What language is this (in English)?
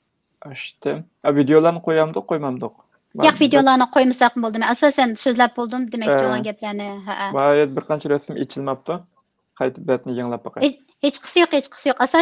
Uyghur